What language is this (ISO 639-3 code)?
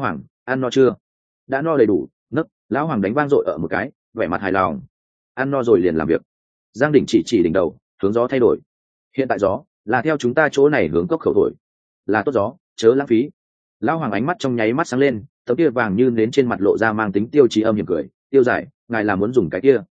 vie